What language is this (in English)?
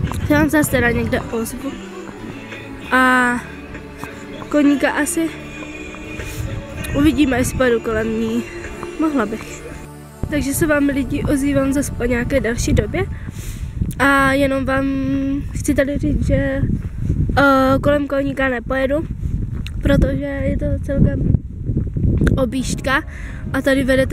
Czech